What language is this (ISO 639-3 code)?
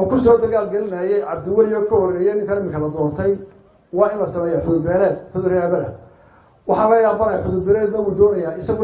som